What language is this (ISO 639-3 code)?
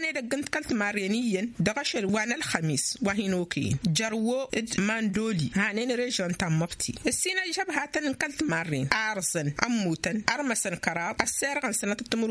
taq